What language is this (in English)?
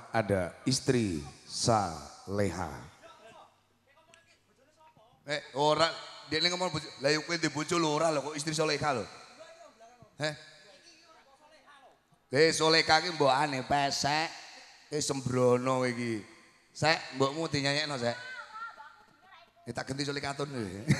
Javanese